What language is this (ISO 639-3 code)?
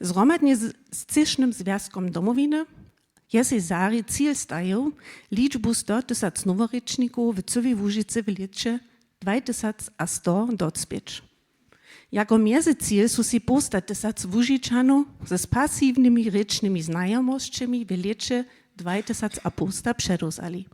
hsb